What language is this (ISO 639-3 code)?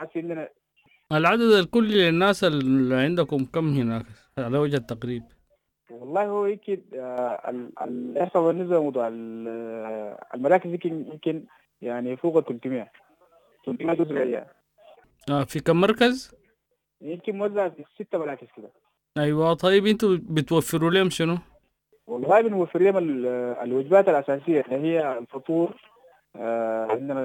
apd